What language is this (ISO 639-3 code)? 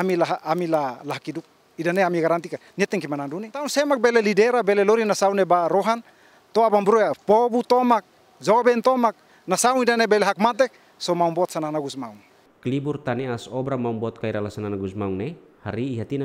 tet